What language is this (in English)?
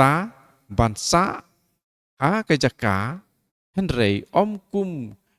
Khasi